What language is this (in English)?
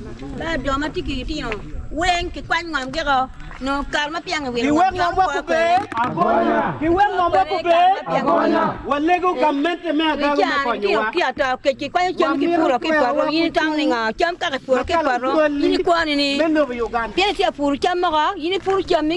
Acoli